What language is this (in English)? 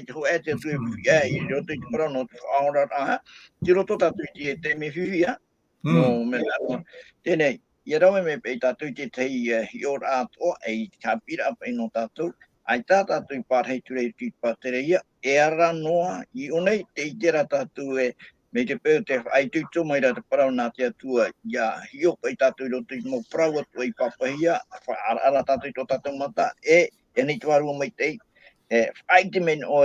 Tahitian